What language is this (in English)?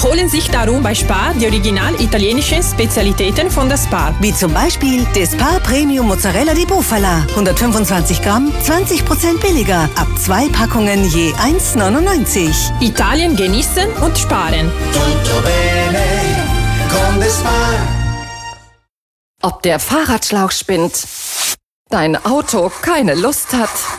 German